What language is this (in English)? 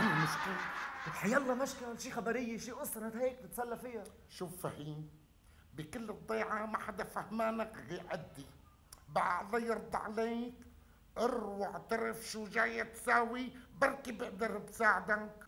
North Levantine Arabic